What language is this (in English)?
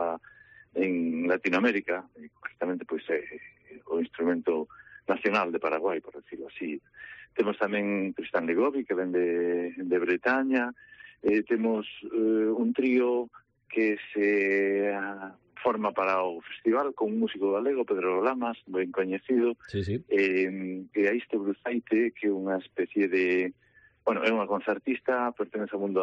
Galician